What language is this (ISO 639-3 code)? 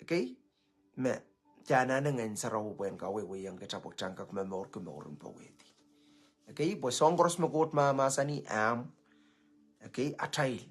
pon